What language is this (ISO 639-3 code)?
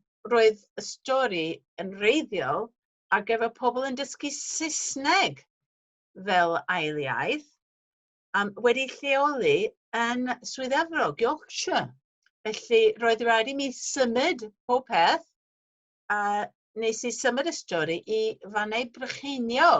cym